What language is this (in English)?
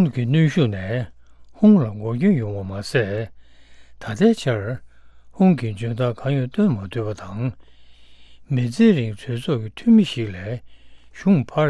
Tibetan